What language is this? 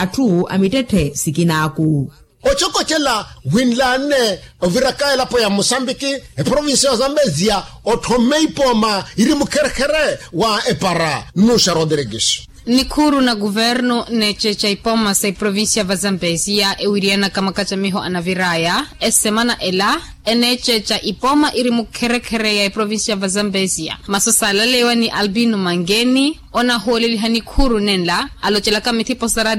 Makhuwa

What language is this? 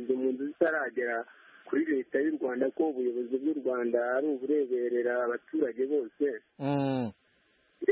Kinyarwanda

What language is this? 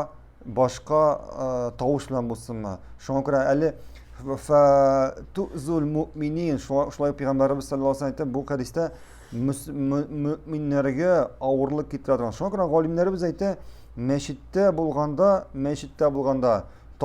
Tatar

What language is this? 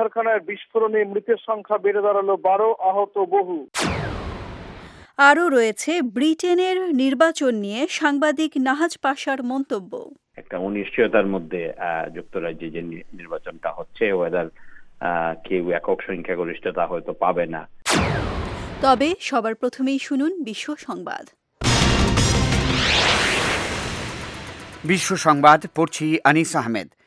Bangla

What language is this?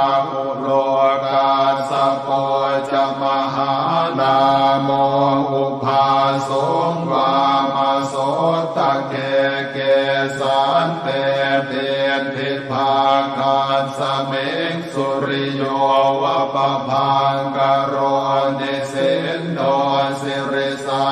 Pali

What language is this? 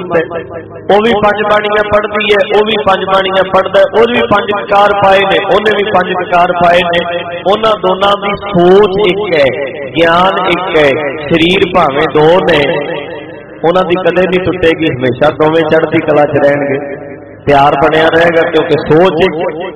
Punjabi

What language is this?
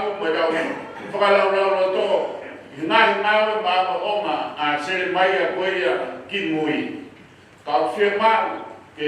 Tongan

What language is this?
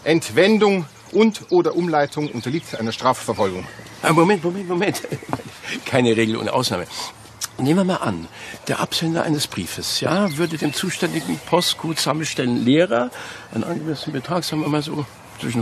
German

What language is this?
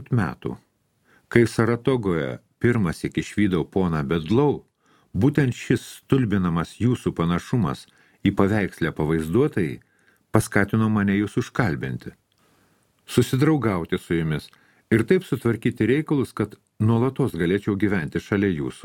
Lithuanian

